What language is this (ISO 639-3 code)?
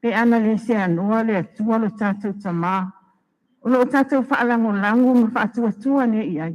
smo